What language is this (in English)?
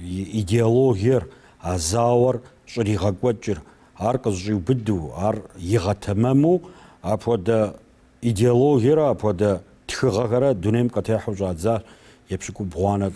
Kabardian